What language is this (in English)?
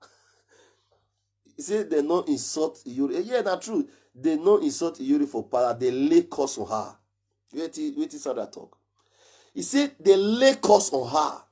Nigerian Pidgin